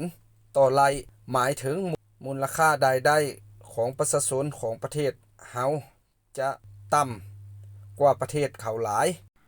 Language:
Lao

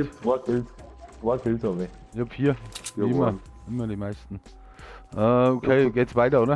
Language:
Bavarian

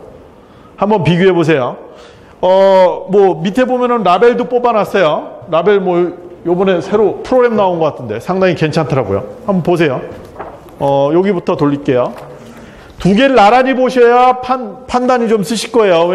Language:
Korean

